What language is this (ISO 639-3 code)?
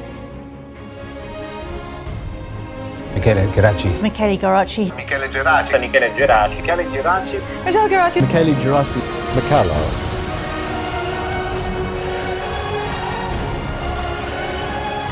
ita